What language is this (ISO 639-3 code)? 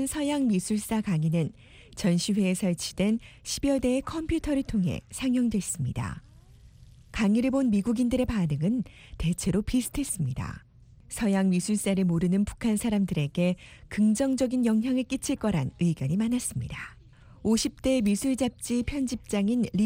kor